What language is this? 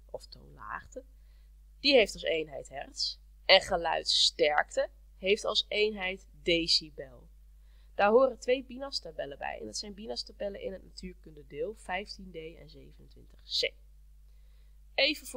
Dutch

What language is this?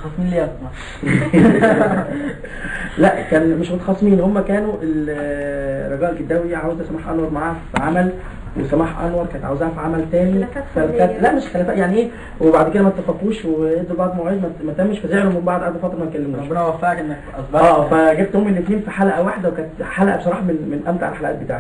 Egyptian Arabic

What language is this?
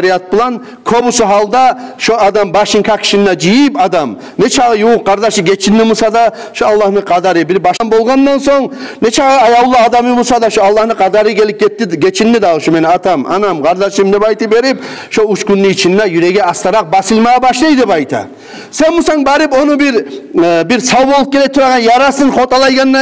Kumyk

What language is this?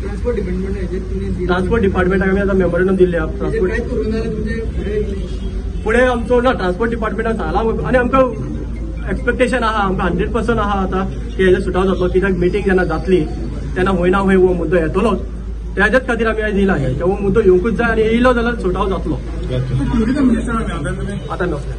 Konkani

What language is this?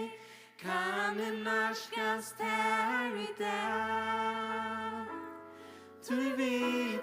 Faroese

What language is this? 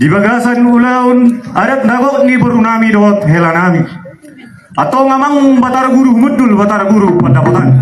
Batak Toba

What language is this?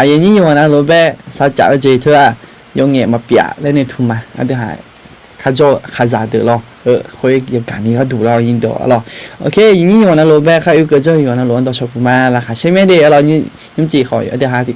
Akha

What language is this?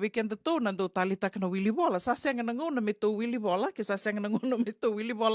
Fijian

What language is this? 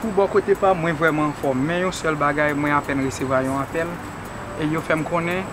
Haitian Creole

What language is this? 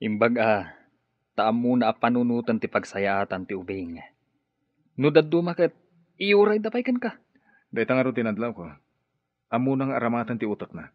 Iloko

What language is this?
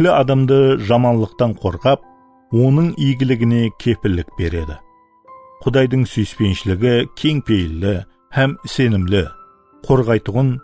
Kara-Kalpak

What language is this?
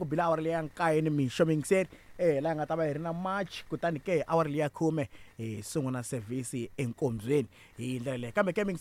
Tsonga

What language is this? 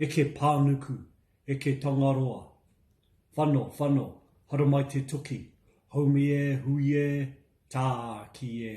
Māori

